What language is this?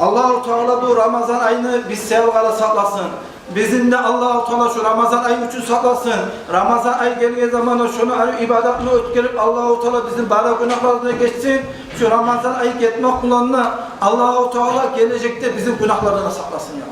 Kumyk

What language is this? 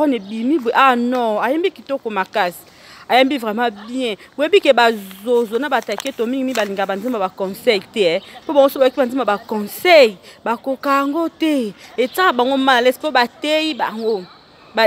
Lingala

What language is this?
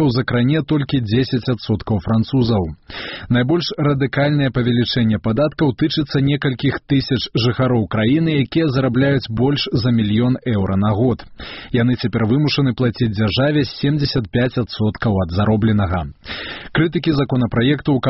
Belarusian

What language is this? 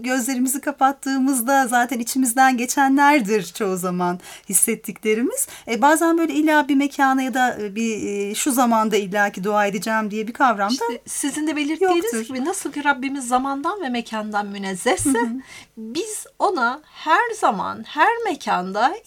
Turkish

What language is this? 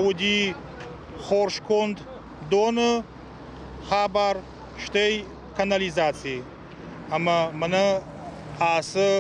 Ossetic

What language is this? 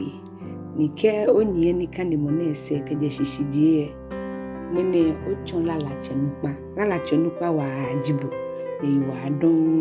Ga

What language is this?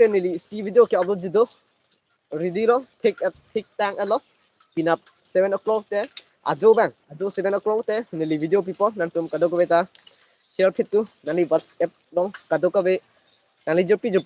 Karbi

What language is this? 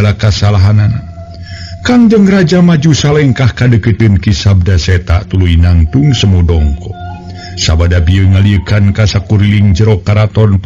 Sundanese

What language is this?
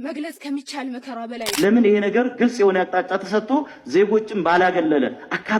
Amharic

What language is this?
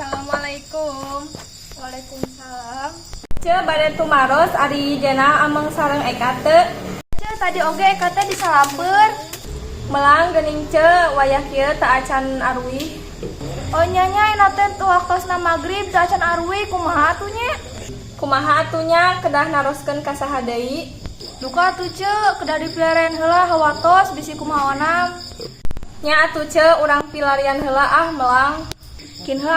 Sundanese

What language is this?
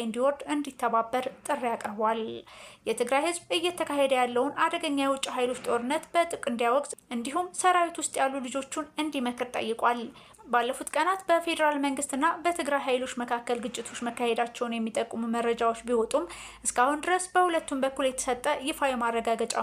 Amharic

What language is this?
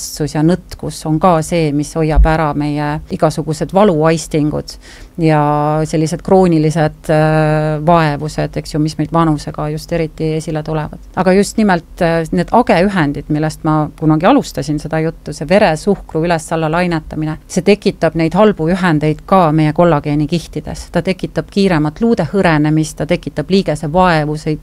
Estonian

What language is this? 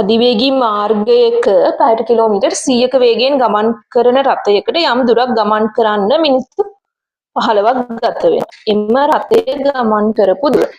Sinhala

